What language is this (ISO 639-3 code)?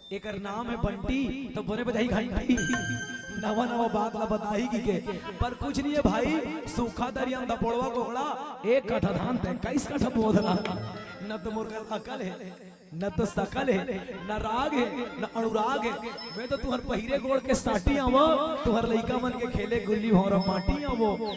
hne